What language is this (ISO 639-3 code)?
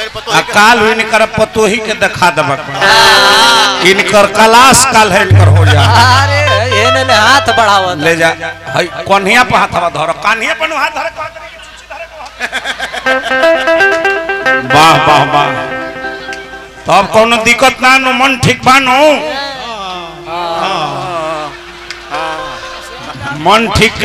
bho